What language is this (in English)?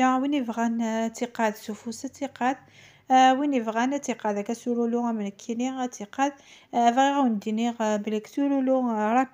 Kabyle